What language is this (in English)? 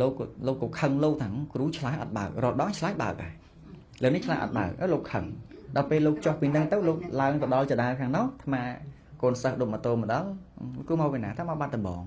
Khmer